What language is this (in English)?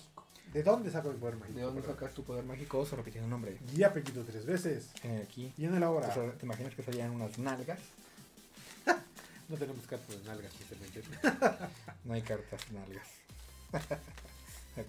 Spanish